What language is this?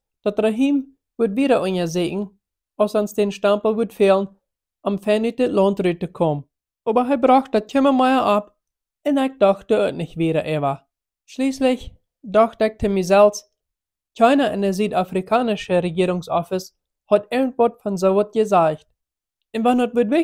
Plautdietsch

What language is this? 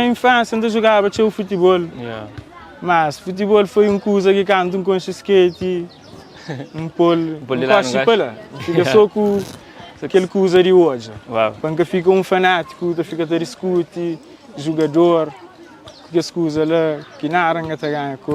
Kabuverdianu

